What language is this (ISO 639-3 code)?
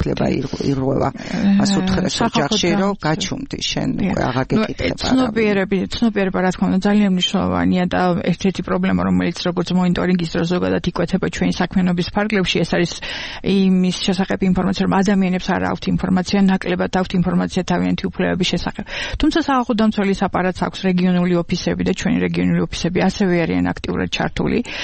kat